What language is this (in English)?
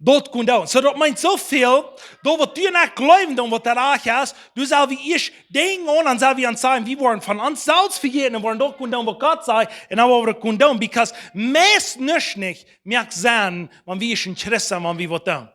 Plautdietsch